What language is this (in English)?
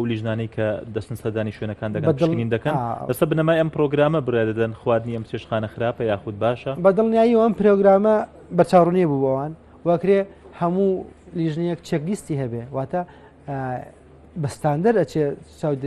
Central Kurdish